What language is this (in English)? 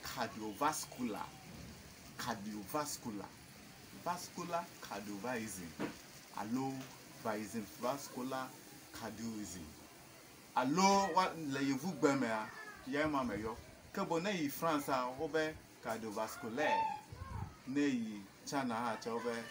Ewe